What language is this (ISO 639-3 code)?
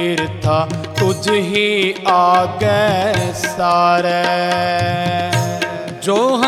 pan